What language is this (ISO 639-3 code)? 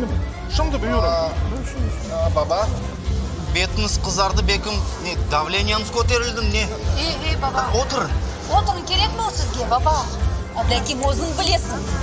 crh